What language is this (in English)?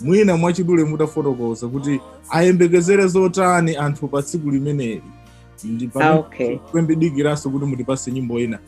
Nyanja